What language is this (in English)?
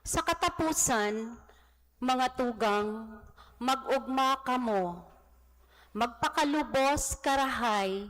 Bikol